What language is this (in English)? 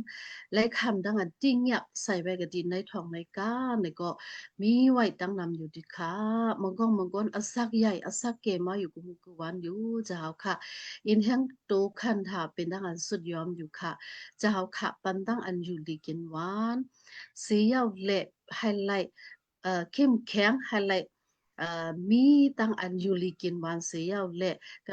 Shan